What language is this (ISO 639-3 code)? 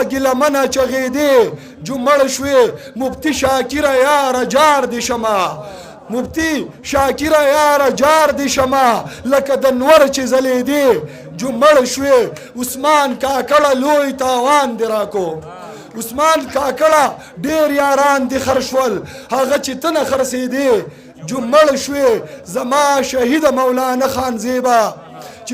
pus